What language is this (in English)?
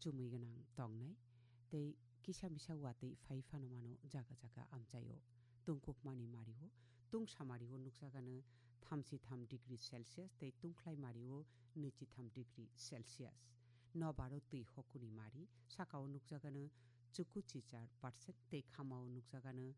Kok Borok